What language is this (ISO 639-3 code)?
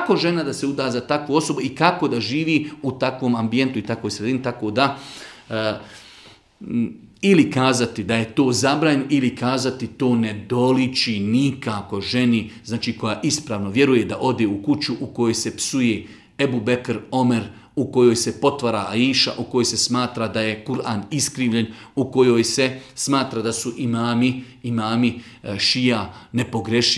bos